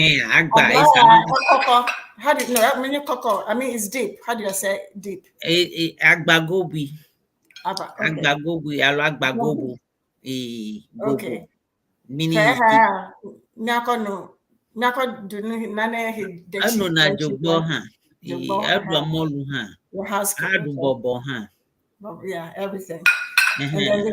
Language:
Ewe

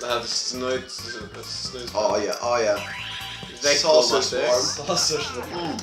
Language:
Faroese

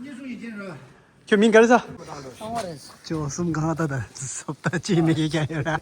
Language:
Tibetan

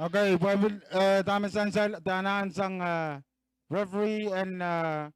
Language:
Pohnpeian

